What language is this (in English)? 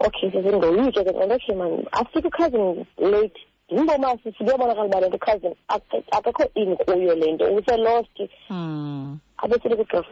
Xhosa